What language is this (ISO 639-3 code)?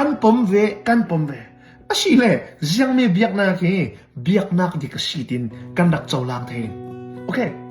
cnh